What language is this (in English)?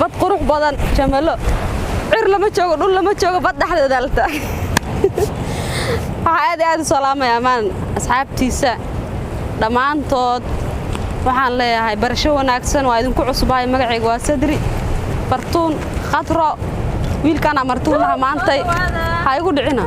Somali